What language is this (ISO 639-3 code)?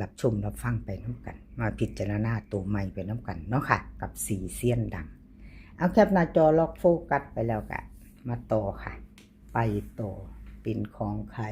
tts